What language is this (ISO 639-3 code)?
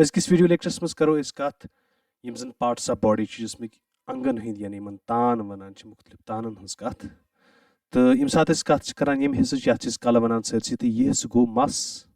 kas